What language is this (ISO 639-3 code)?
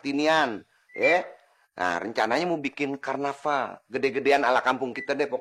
bew